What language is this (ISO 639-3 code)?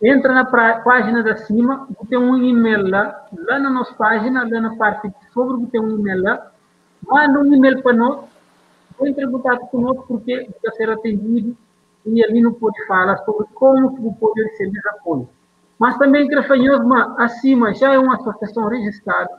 kea